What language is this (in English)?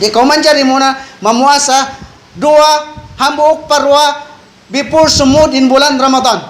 Tausug